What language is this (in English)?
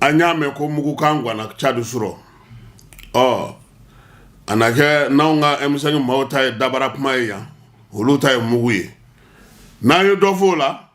Bambara